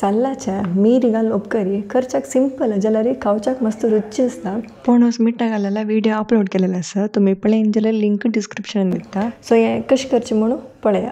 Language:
Konkani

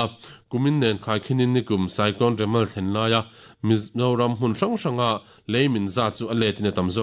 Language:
Mizo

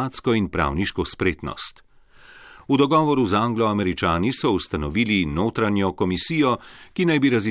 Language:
Slovenian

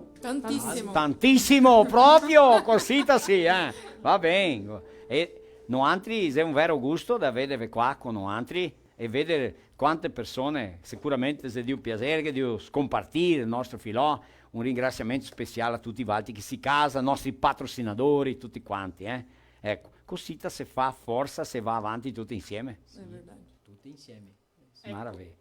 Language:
Venetian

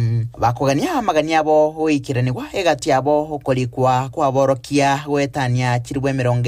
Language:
Gusii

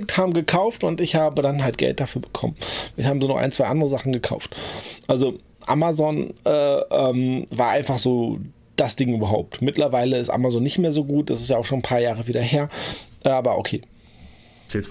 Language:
German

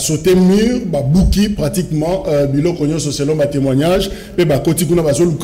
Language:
French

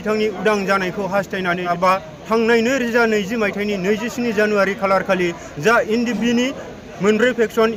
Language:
Bodo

